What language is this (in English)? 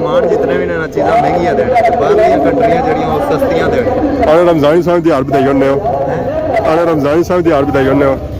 Pahari-Potwari